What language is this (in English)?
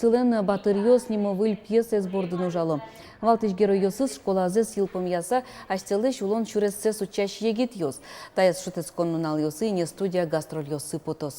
Udmurt